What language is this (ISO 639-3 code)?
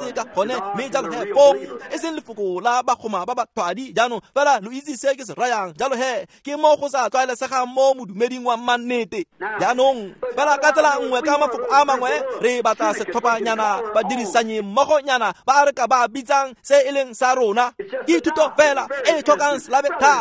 tsn